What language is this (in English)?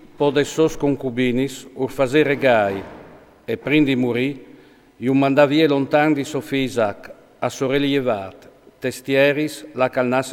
Friulian